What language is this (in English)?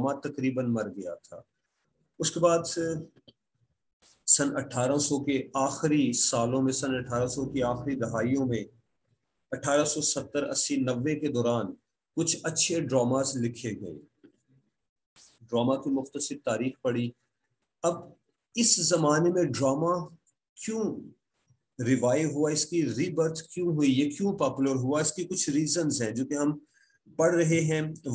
Urdu